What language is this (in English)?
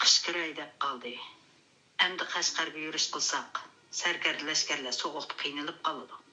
Uyghur